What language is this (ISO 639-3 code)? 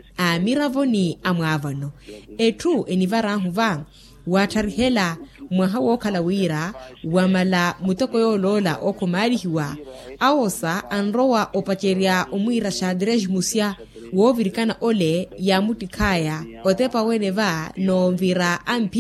vmw